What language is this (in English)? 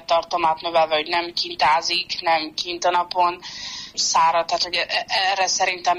Hungarian